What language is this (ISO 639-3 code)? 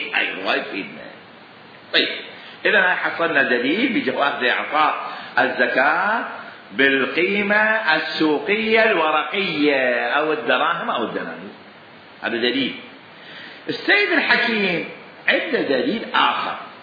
acm